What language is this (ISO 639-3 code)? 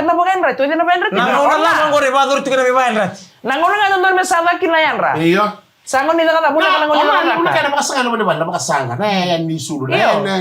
fij